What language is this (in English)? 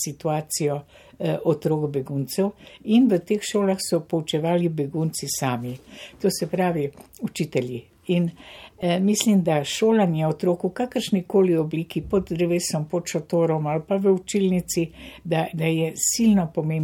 Slovenian